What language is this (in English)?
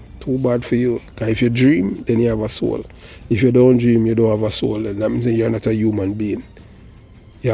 Jamaican Creole English